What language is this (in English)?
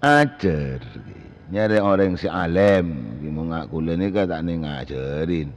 Madurese